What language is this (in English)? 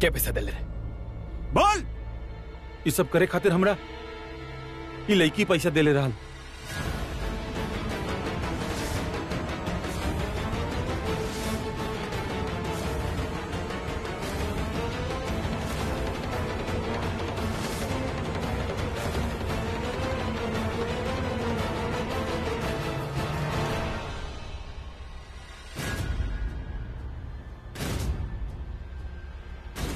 Bhojpuri